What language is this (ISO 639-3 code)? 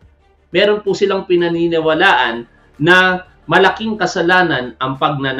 fil